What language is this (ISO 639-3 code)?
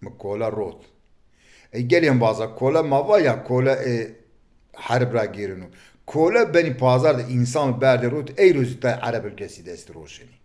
zza